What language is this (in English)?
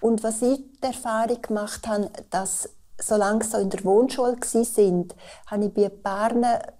Romansh